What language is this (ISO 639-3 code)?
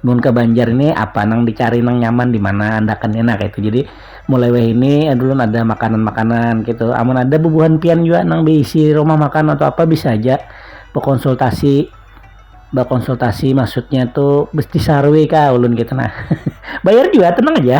bjn